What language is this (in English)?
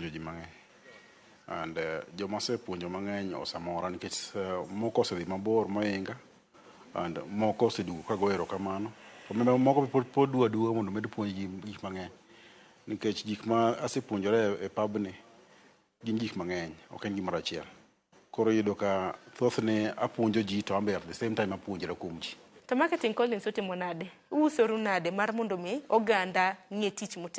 Luo (Kenya and Tanzania)